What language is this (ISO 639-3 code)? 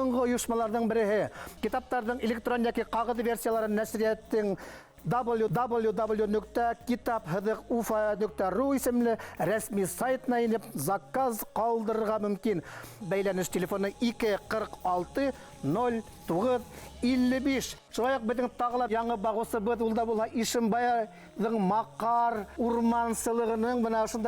bak